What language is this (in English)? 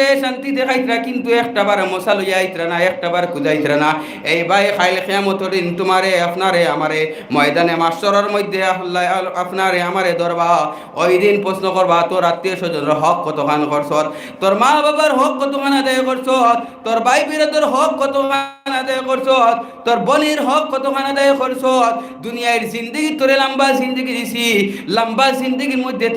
Sylheti